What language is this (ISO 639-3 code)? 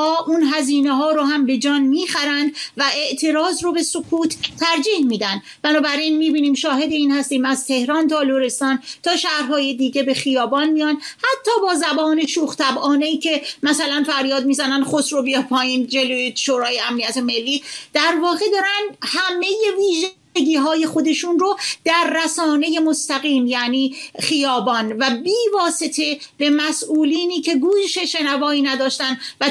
fas